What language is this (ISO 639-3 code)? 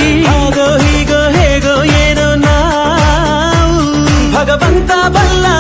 kan